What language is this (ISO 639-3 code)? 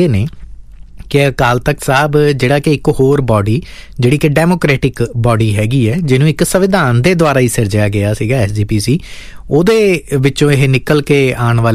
pan